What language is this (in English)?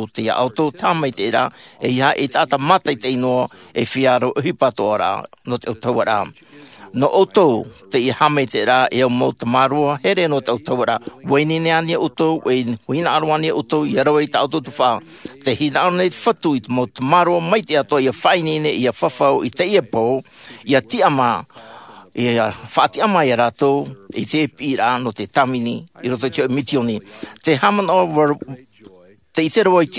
Tahitian